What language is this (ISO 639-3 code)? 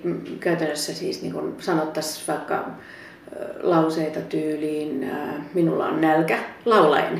fin